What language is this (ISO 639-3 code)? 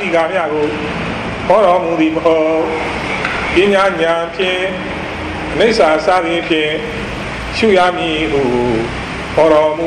mya